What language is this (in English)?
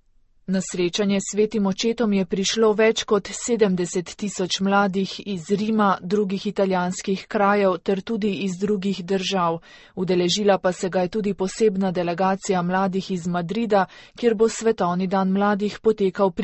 Slovenian